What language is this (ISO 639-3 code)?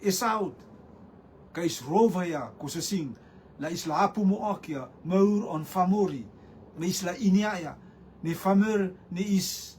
rtm